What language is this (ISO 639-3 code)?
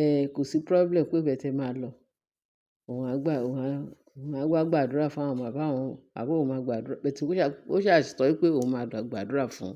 yor